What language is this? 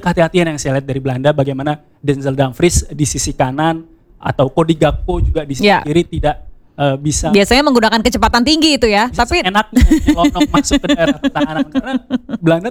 Indonesian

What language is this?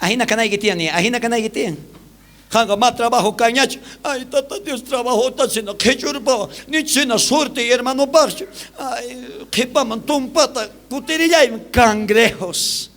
South Bolivian Quechua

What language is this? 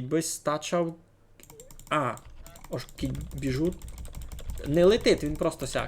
Rusyn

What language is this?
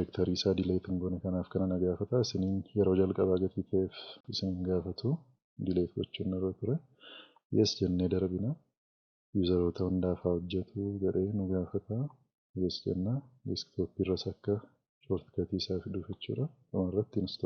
Oromo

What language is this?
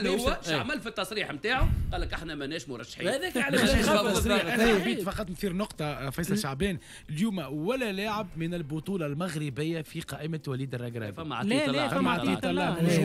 Tunisian Arabic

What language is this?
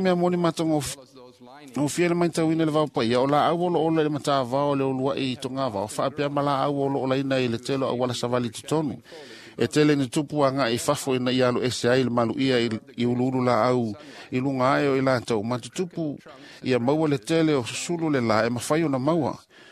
Samoan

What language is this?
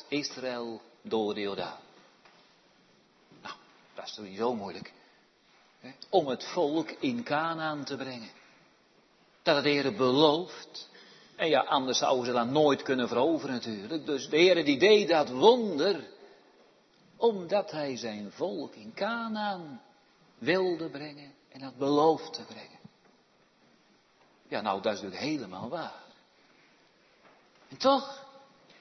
Dutch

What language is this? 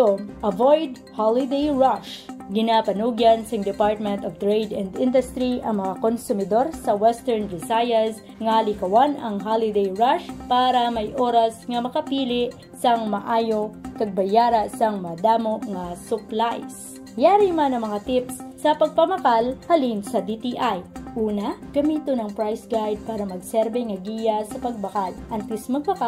Hiligaynon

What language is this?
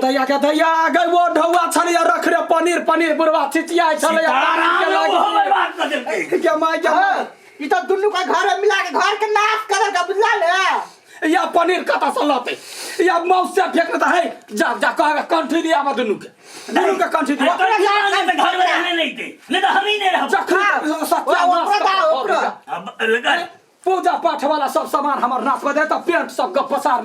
Maithili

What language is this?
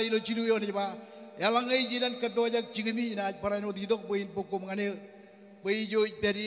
Marshallese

